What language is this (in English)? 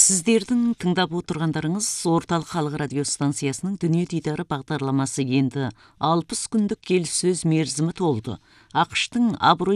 Kazakh